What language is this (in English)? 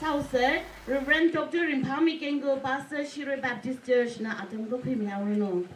Tangkhul Naga (India)